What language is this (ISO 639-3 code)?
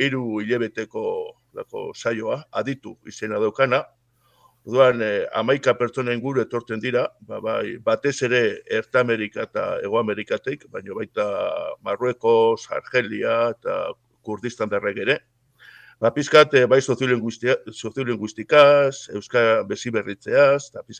eus